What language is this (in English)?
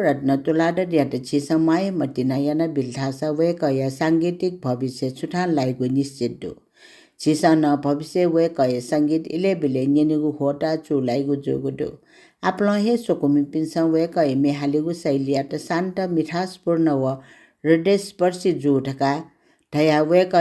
Newari